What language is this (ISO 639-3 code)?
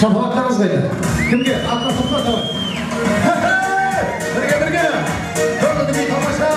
kaa